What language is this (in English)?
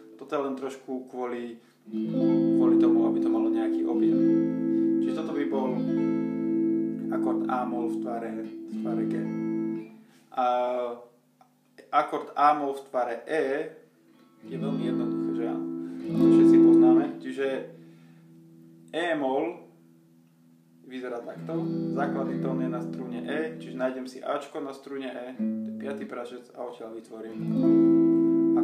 Slovak